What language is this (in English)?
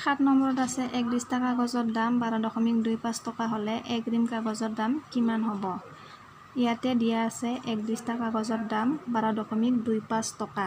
Assamese